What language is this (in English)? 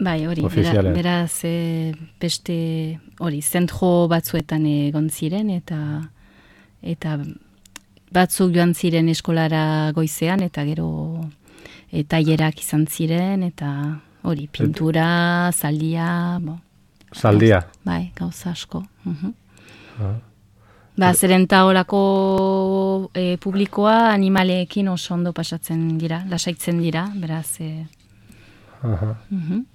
Basque